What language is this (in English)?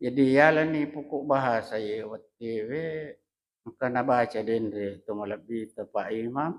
Buginese